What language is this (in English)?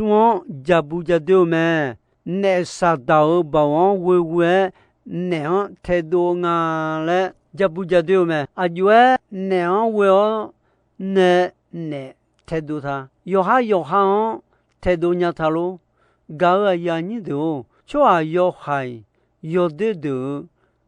Akha